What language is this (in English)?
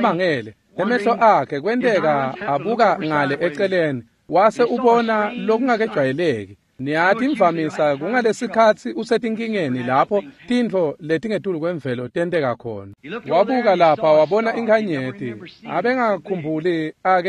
Swati